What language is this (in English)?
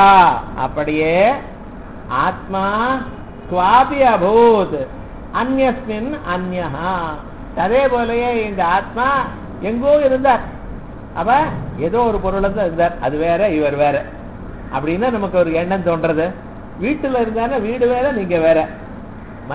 Tamil